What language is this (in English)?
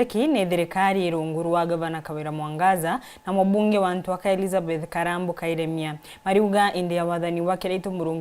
Meru